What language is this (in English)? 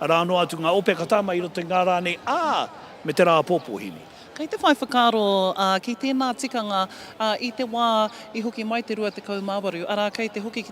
Māori